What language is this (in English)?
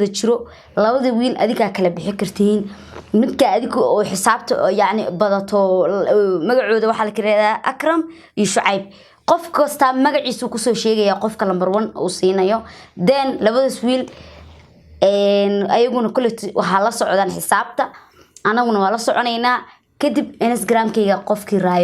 Somali